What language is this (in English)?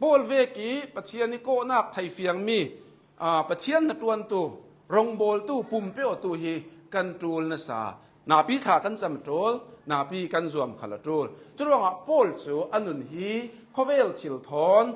Hakha Chin